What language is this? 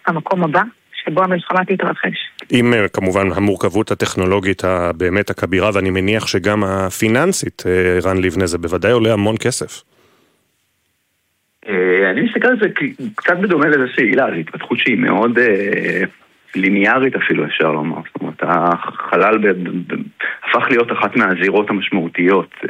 Hebrew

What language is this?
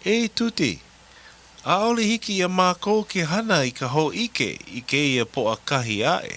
Hawaiian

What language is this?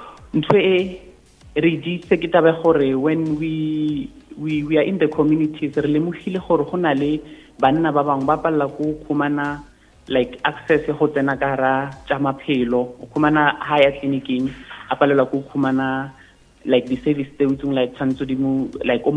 Northern Sotho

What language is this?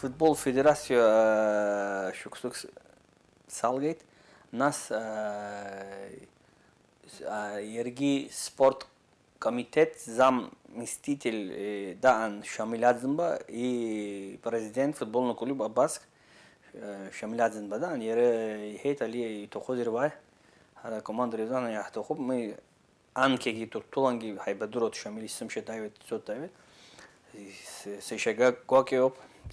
Abkhazian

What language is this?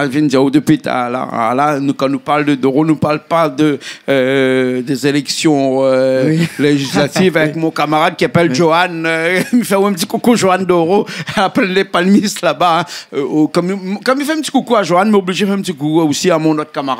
Réunion Creole French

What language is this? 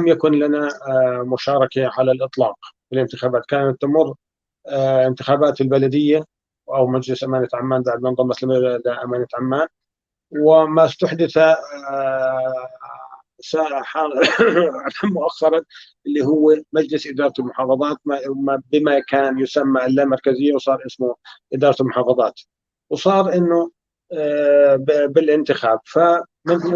North Levantine Arabic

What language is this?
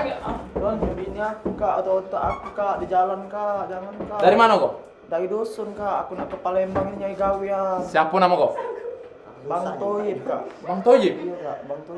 Musi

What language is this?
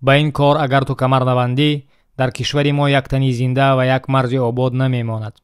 Tajik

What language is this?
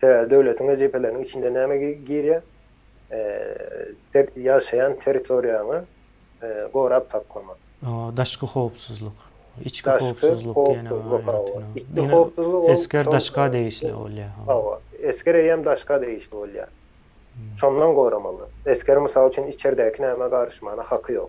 Turkmen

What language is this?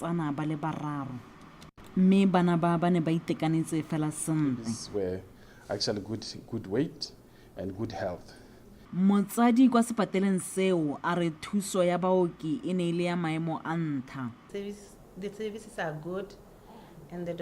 Tswana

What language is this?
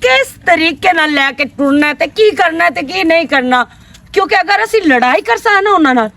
Western Panjabi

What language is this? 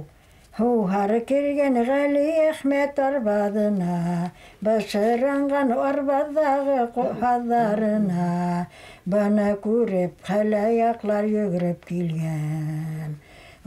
Bashkir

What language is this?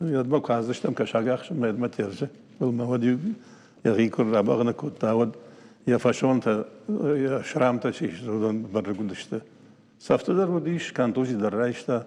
Ossetic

